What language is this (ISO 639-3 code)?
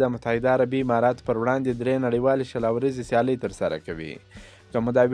pus